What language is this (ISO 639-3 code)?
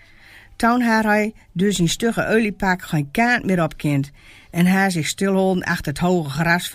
gos